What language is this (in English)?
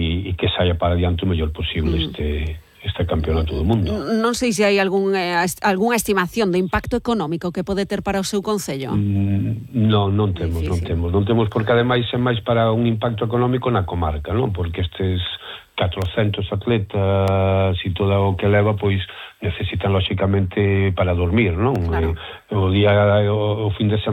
Galician